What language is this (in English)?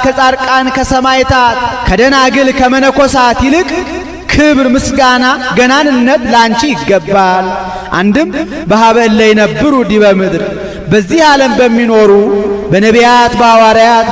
Amharic